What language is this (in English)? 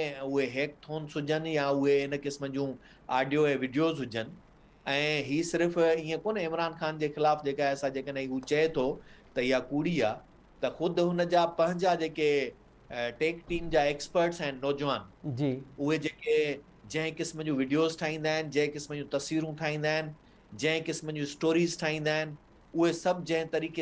Sindhi